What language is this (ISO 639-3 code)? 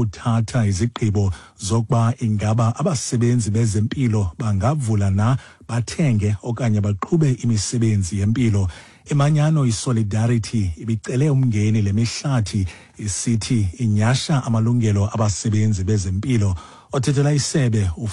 xho